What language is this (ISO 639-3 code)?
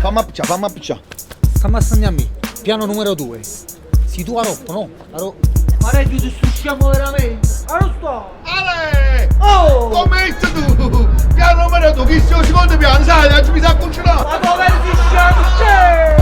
nap